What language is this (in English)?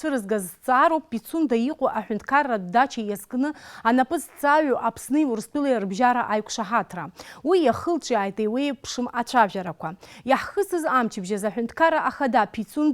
Abkhazian